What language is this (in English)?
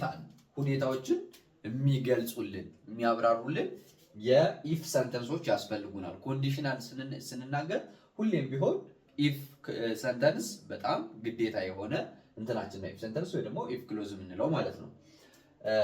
Amharic